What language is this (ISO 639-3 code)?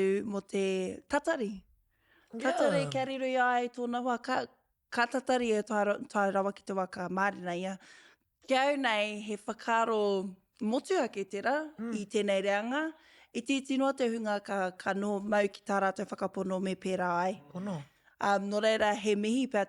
mri